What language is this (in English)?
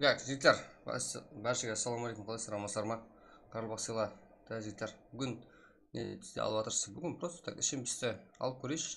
Kara-Kalpak